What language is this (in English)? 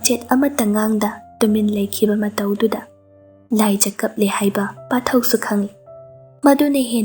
Manipuri